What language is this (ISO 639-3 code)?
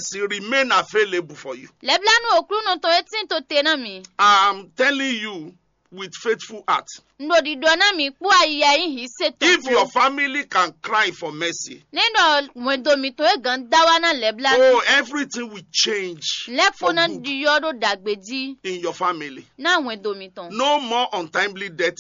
fon